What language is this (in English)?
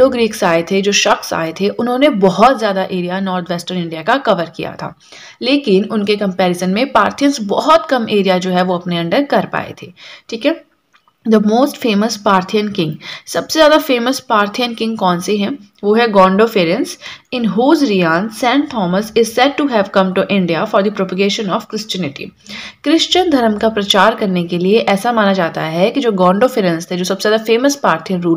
Hindi